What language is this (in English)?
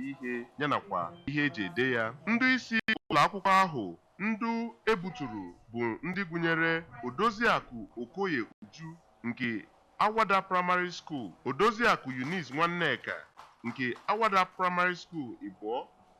Igbo